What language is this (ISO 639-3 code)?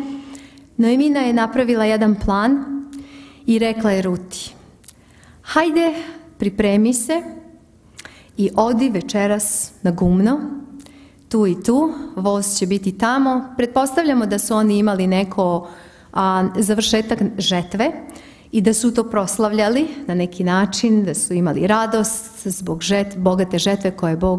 srp